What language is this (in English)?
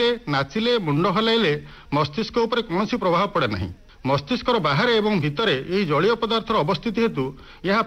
Odia